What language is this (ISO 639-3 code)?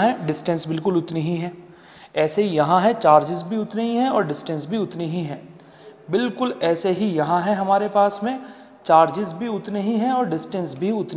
hin